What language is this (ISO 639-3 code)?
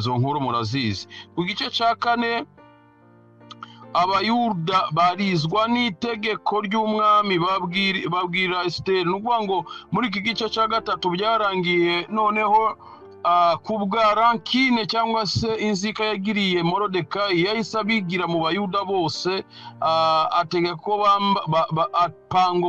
kin